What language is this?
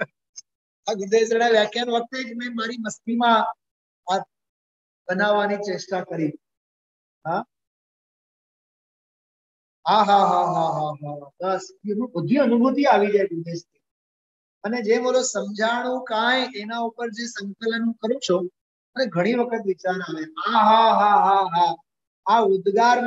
Gujarati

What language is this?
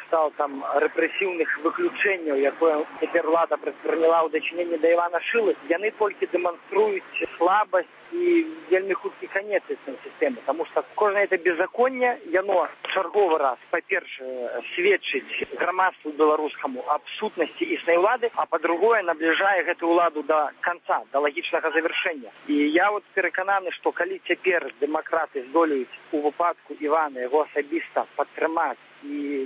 Belarusian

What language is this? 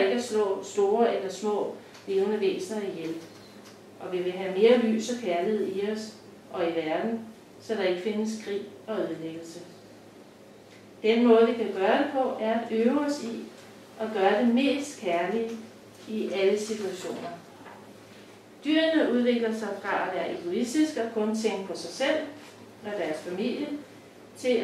Danish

